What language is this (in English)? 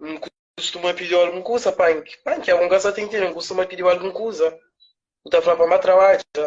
Kabuverdianu